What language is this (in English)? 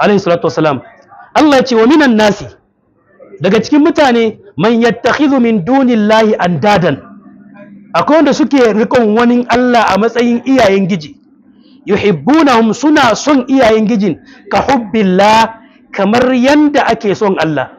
Hausa